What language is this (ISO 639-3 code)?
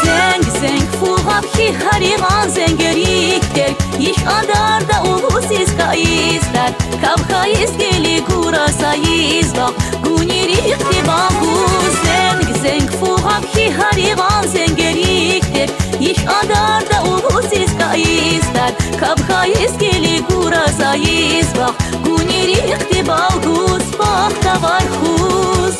tab